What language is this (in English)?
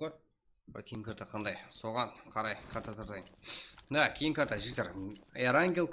Kara-Kalpak